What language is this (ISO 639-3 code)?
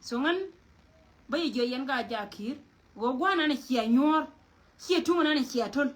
nus